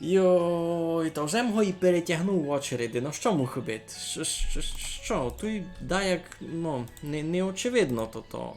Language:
Rusyn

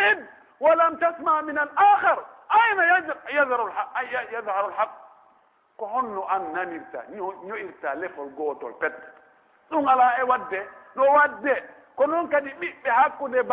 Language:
Pular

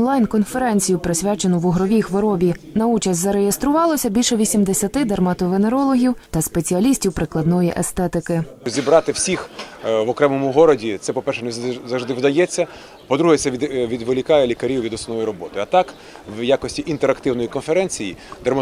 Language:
Ukrainian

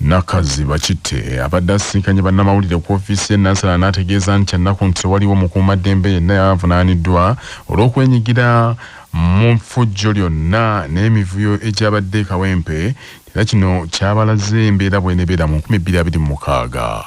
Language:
Ganda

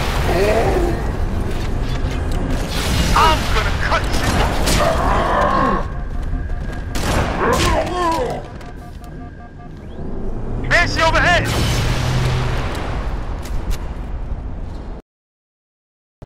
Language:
English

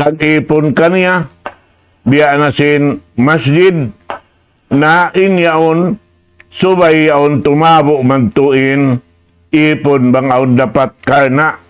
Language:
Tausug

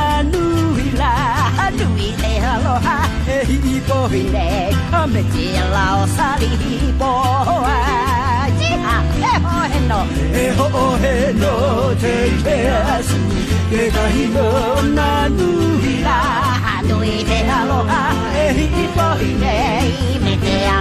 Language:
Hawaiian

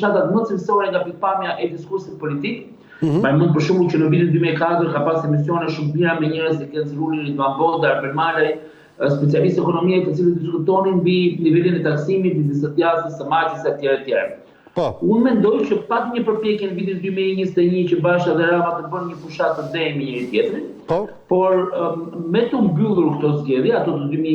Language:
Albanian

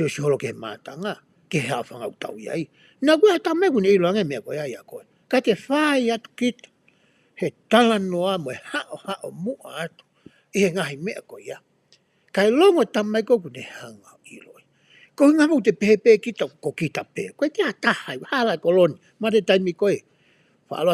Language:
Tongan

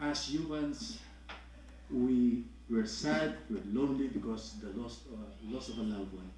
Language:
Tongan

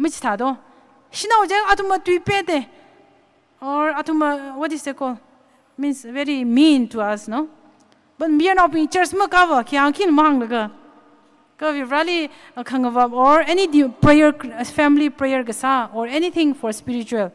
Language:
Tangkhul Naga (India)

